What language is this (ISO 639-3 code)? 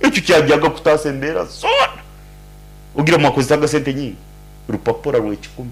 nyn